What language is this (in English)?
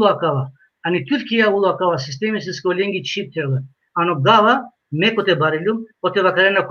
Balkan Romani